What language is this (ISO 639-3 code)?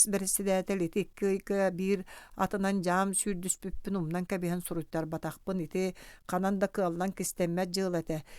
sah